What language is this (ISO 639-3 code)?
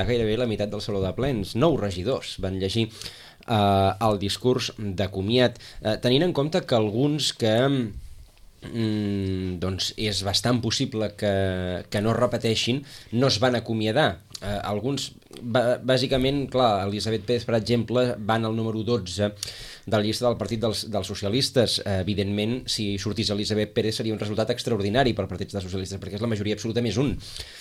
cat